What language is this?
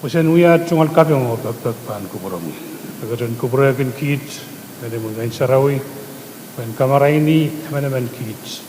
Pohnpeian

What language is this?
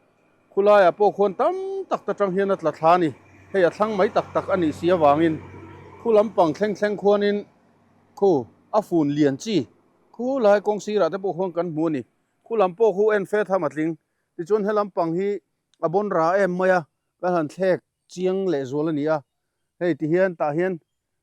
Mizo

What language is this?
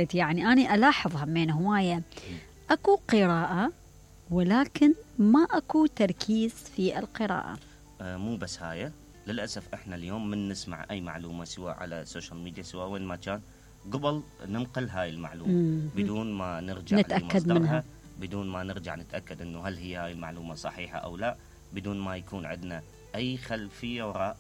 Mesopotamian Arabic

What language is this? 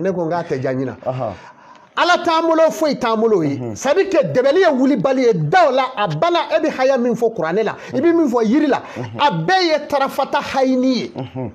Bambara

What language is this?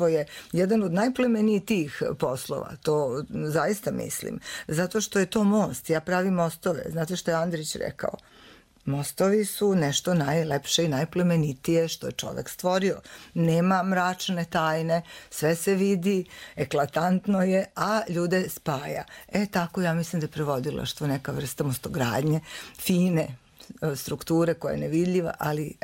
Serbian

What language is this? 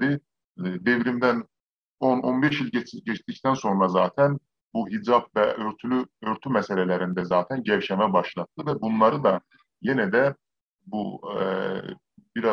South Azerbaijani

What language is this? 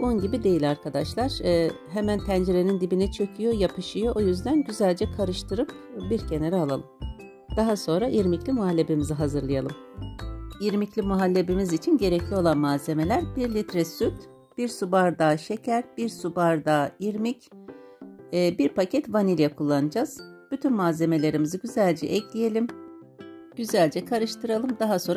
Turkish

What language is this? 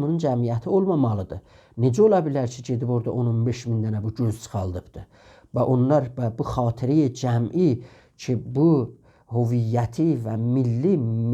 South Azerbaijani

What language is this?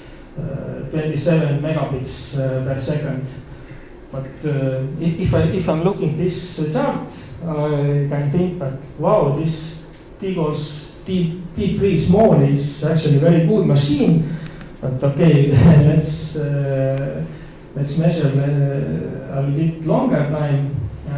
English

